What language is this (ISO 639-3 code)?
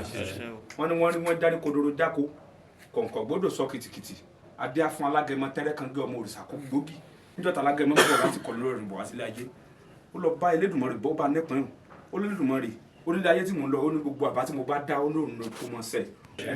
yor